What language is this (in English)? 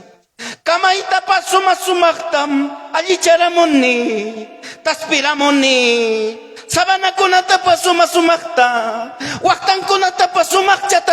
Ayacucho Quechua